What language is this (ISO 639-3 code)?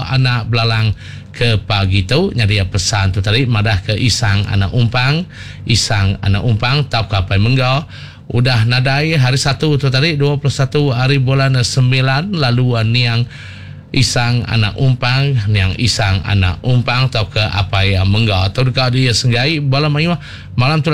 iba